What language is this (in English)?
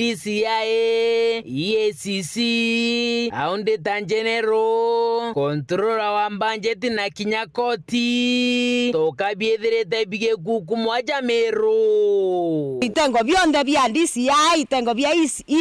Meru